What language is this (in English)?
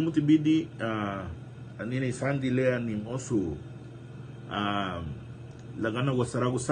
Garifuna